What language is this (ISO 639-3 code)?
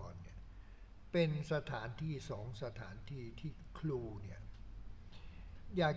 tha